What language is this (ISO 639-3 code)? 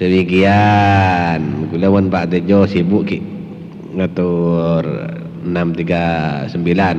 mad